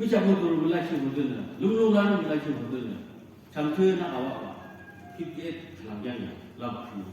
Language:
Naga Pidgin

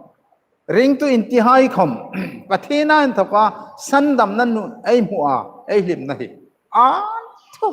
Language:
Hmar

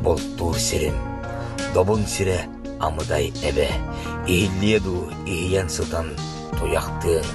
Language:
Yakut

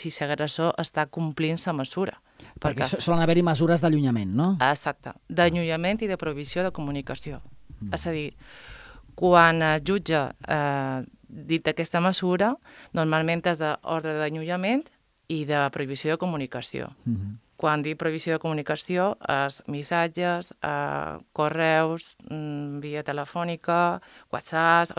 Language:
Catalan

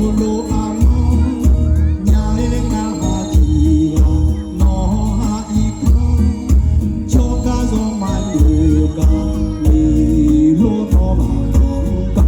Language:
Akha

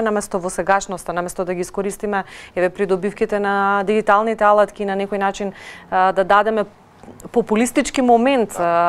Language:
Macedonian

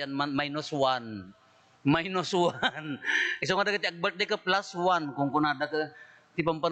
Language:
Iloko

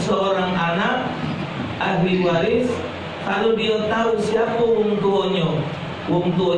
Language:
Musi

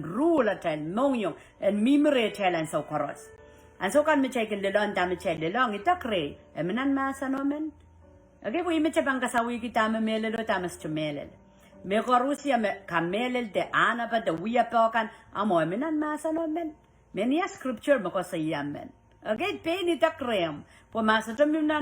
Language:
Pohnpeian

